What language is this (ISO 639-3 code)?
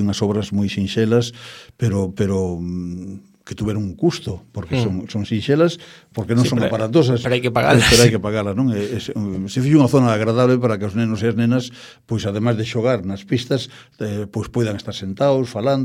glg